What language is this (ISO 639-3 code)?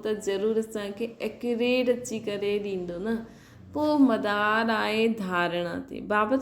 snd